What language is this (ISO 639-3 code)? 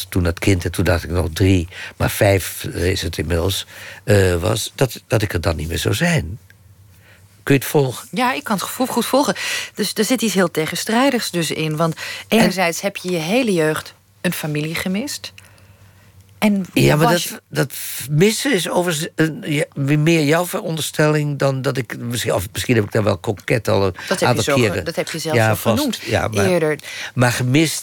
nld